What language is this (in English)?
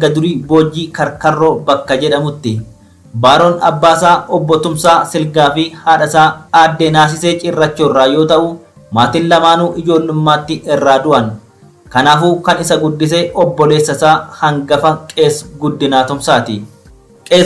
Oromo